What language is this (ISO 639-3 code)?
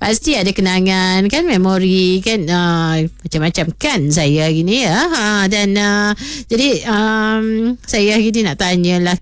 msa